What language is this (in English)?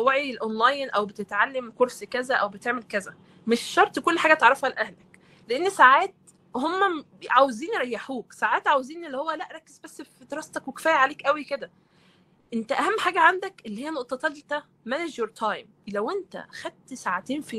Egyptian Arabic